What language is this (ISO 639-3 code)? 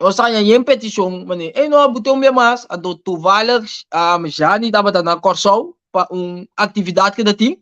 pap